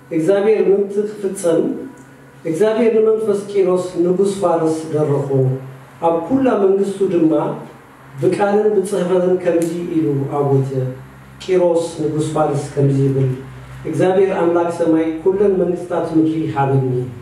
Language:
Tigrinya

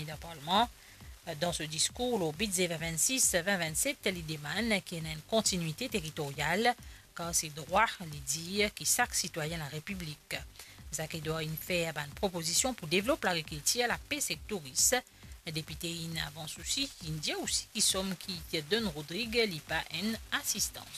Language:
Morisyen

